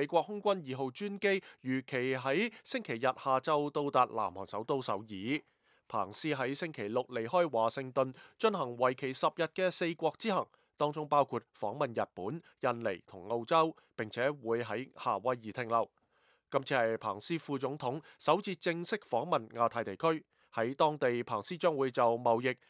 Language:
Cantonese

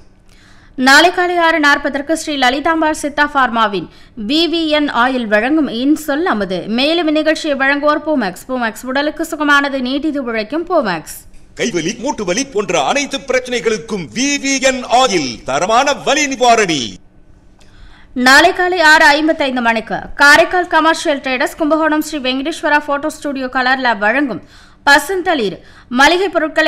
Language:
Tamil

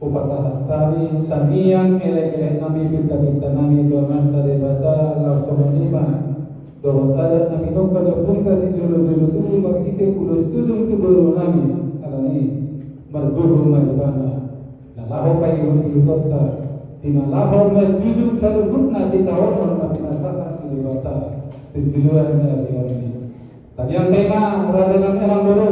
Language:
Batak Toba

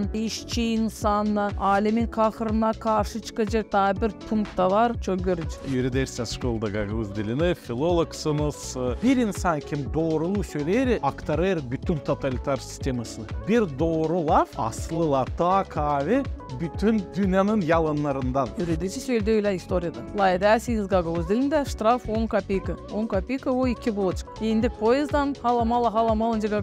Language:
Gagauz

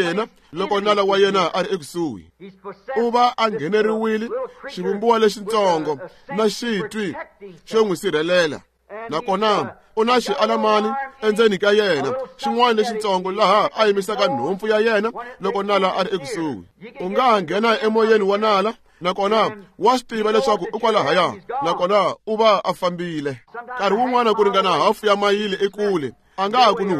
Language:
Tsonga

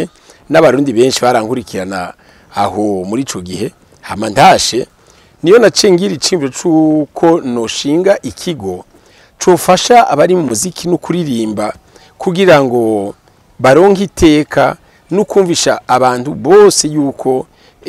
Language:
Rundi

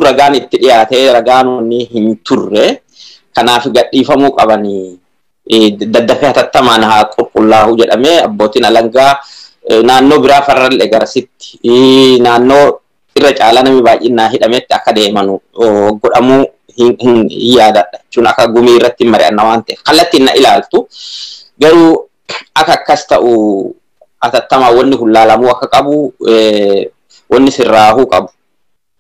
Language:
Oromo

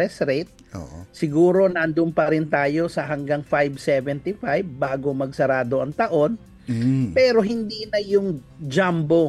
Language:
Filipino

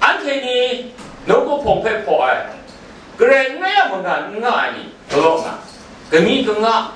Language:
Kachin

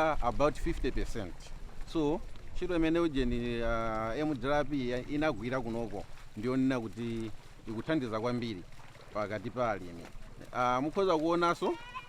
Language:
Nyanja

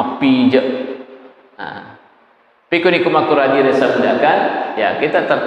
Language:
Buginese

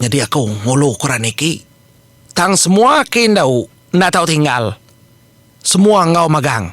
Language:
Iban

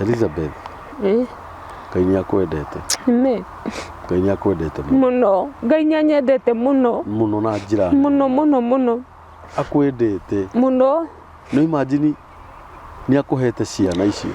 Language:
Kikuyu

